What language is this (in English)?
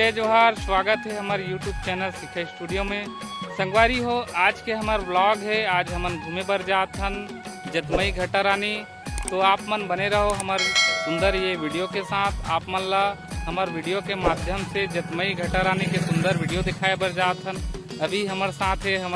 Chhattisgarhi